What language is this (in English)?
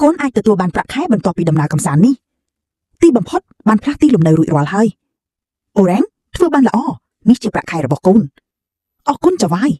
Khmer